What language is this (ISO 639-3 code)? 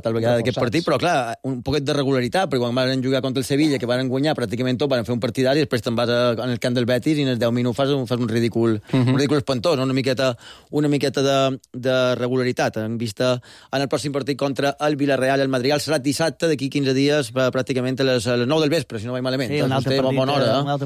cat